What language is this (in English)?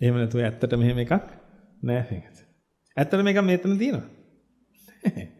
Sinhala